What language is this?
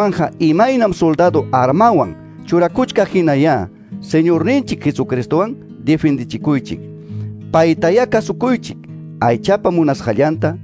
Ayacucho Quechua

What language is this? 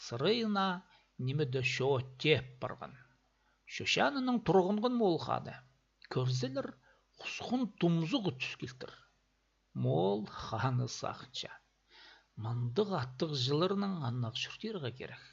Khakas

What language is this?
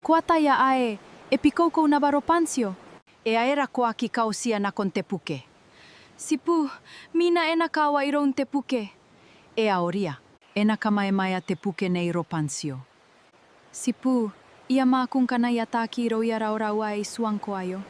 Gilbertese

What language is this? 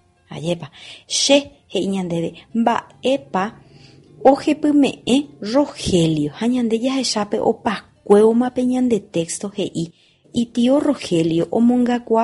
Guarani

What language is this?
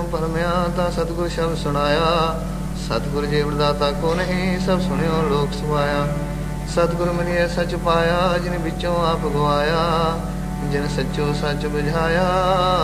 Punjabi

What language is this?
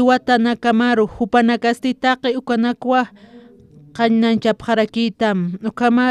Aymara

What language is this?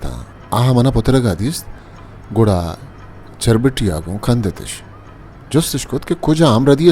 Baluchi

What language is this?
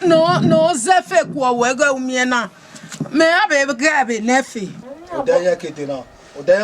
Bini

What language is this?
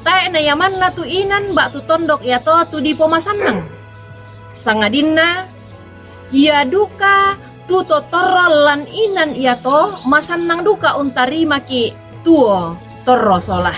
Toraja-Sa'dan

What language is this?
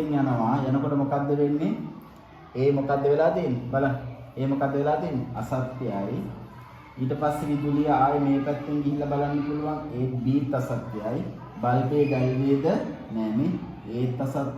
Sinhala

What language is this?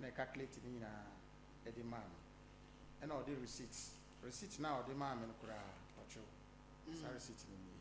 Akan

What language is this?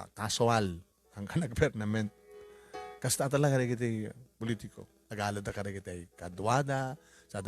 Iloko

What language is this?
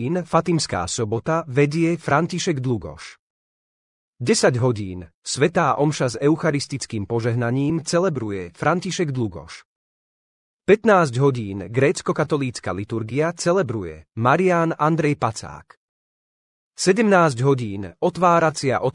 Slovak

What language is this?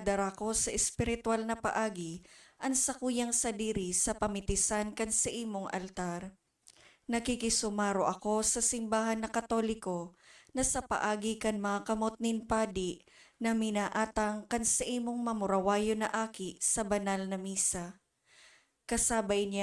Bikol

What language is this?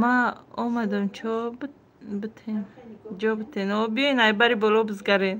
Tajik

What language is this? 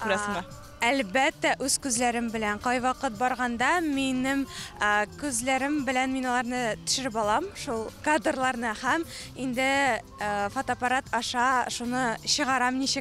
Tatar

